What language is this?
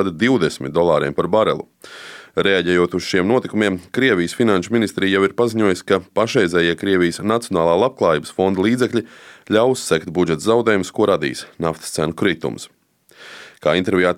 Latvian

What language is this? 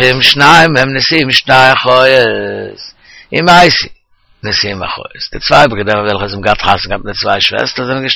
Yiddish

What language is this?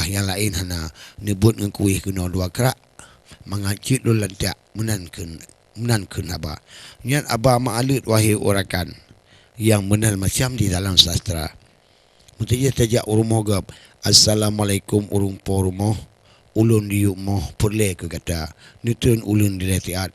Achinese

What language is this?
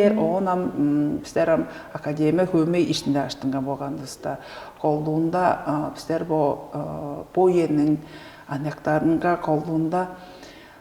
Tuvinian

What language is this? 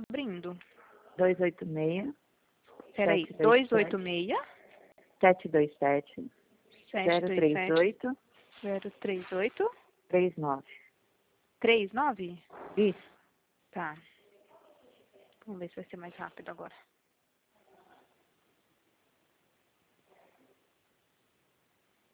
Portuguese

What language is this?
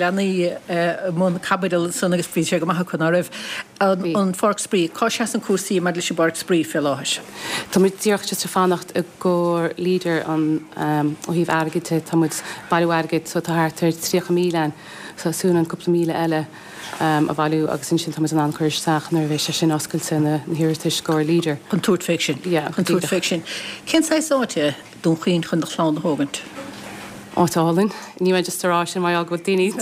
Irish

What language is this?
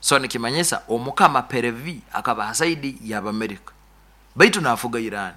Nyoro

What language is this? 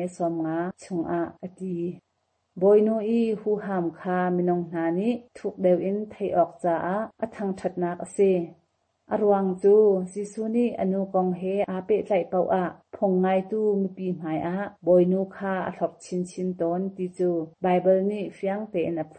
Hakha Chin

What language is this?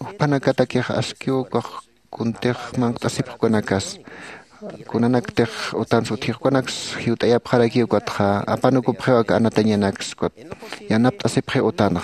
Aymara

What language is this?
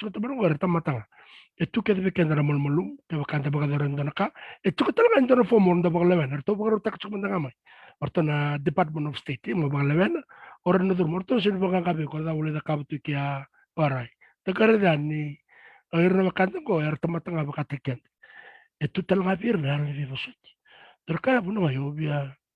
Fijian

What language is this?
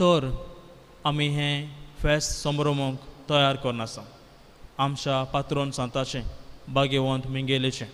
Konkani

